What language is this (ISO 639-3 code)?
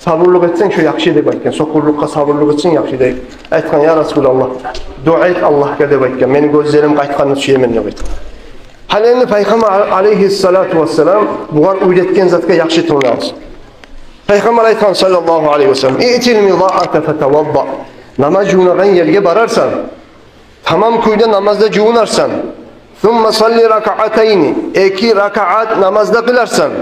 kum